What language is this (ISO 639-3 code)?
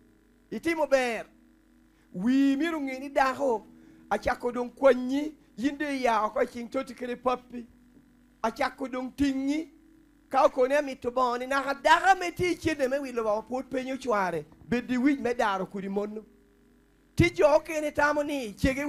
laj